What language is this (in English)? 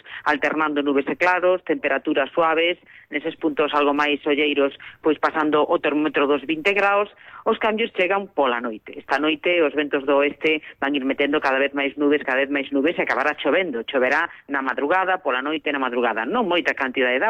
Galician